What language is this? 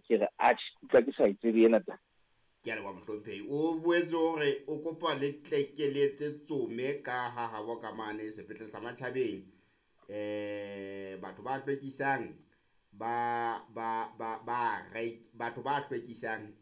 Southern Sotho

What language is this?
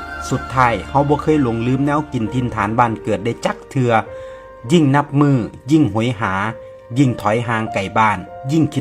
Northeastern Thai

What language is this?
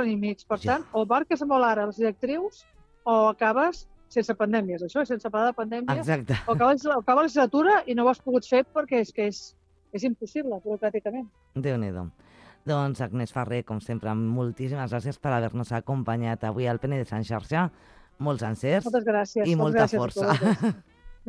Catalan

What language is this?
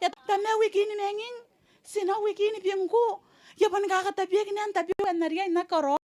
Gilbertese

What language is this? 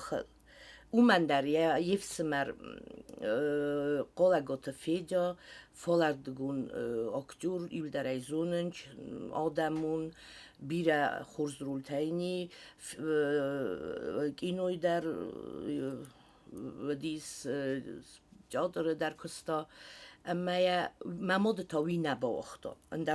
Ossetic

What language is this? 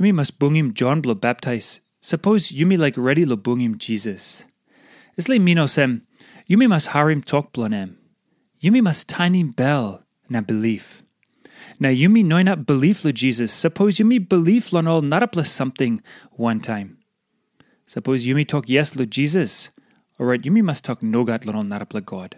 Tok Pisin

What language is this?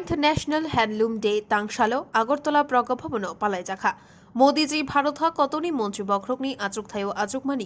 Kok Borok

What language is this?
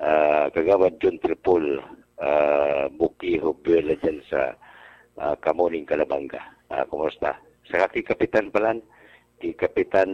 Bikol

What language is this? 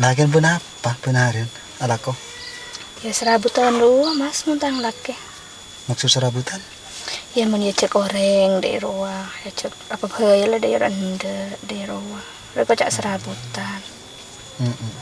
Madurese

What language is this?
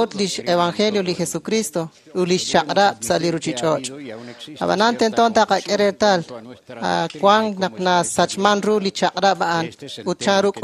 Kekchí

